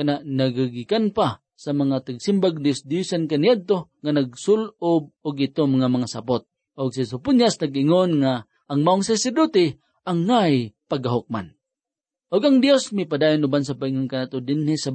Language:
Cebuano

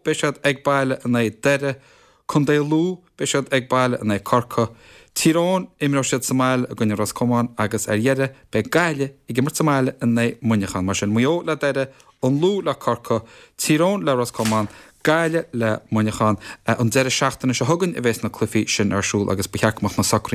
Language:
Irish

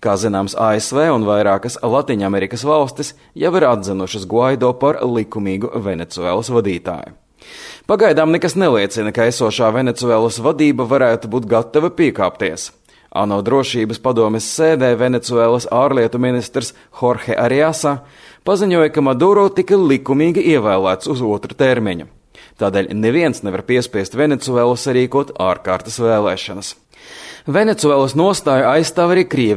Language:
Latvian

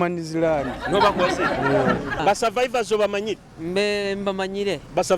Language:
Nyoro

